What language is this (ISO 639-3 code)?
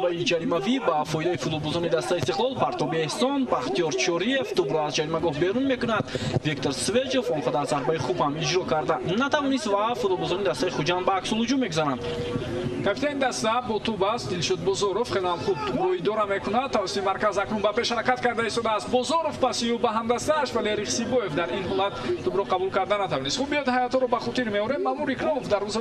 tgk